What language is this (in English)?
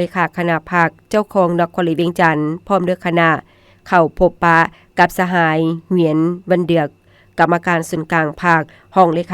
Lao